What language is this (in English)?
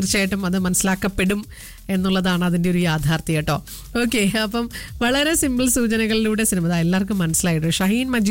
Malayalam